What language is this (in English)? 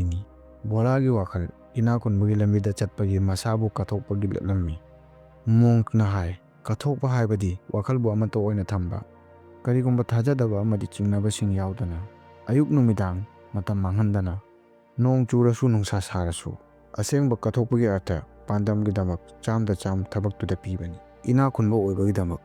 Manipuri